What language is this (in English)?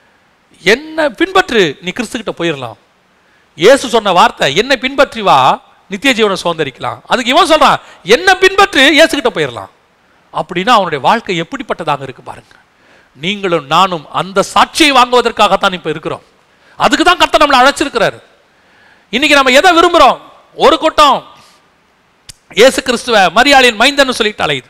Tamil